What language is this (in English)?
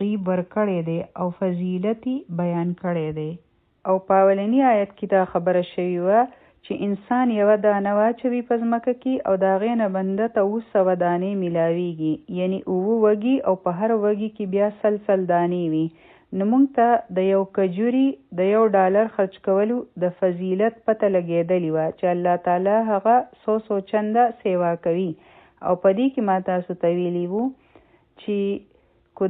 Pashto